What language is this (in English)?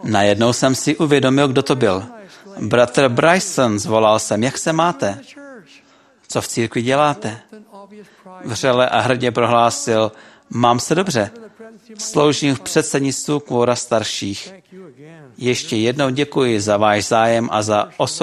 Czech